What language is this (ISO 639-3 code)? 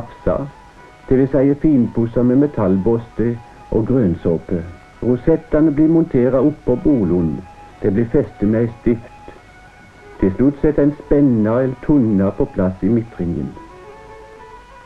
nor